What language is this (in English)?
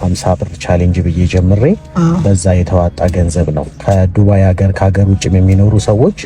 Amharic